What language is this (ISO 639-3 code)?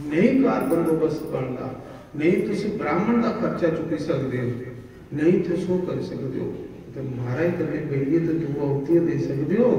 doi